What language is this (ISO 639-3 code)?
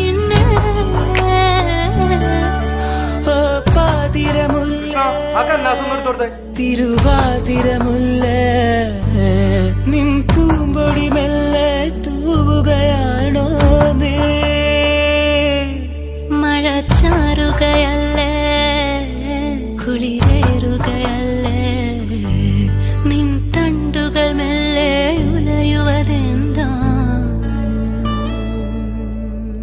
mal